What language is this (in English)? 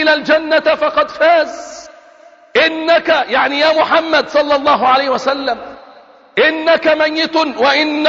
Arabic